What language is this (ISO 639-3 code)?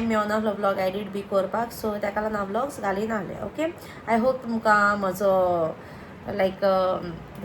kok